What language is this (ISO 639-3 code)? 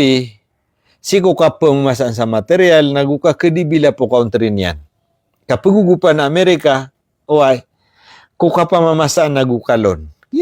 mrw